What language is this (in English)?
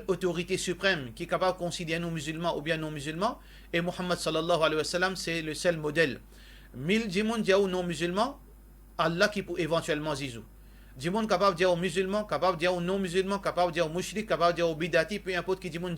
Morisyen